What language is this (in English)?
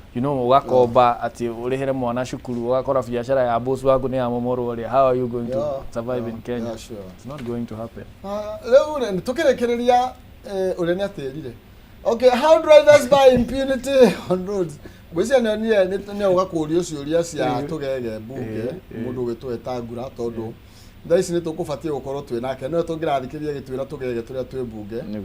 Kikuyu